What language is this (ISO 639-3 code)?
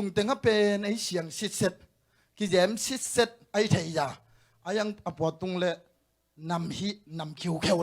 ctd